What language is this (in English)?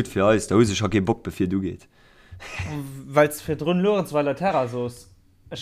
Luxembourgish